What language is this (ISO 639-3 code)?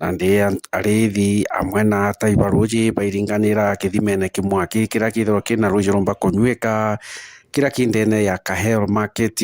mer